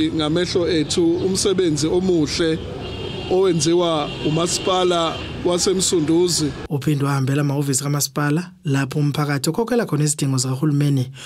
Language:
Zulu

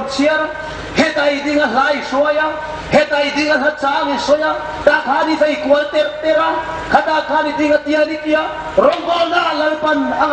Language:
Hmar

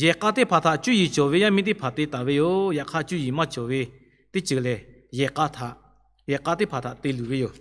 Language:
Lahu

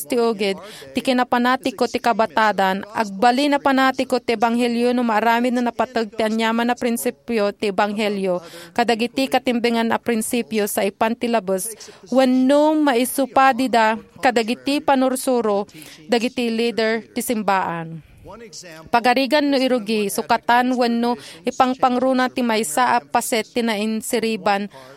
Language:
Iloko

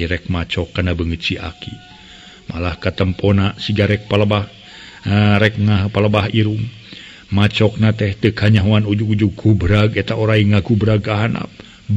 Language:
Sundanese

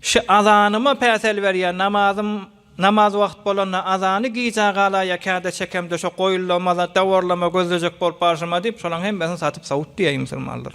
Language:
Turkmen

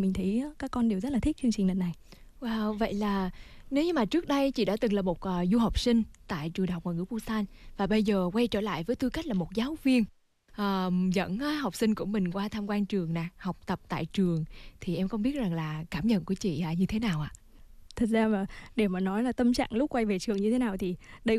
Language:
Vietnamese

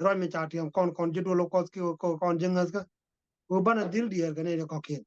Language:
Nuer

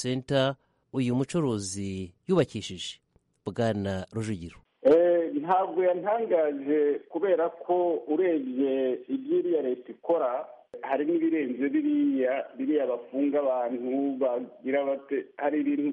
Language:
Kinyarwanda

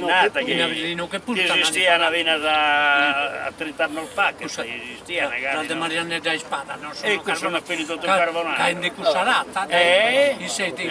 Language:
Sardinian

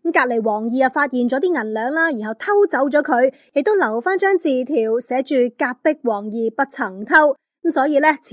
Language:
Cantonese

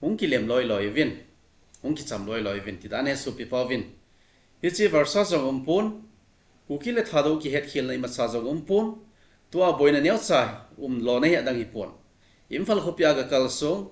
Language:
Thado Chin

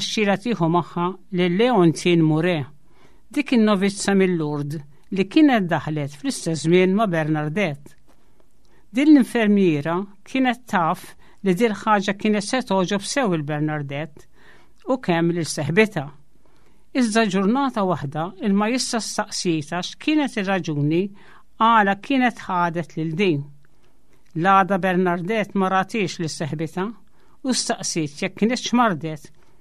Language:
Maltese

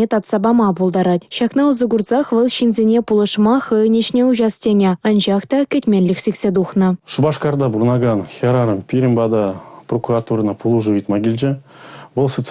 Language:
Chuvash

